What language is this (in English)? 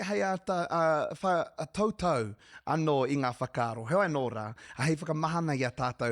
Māori